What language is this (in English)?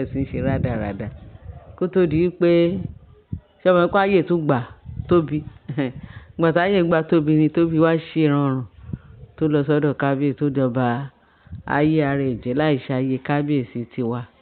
Yoruba